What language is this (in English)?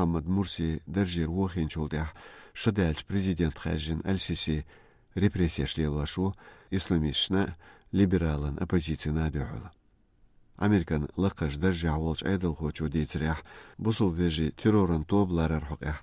Chechen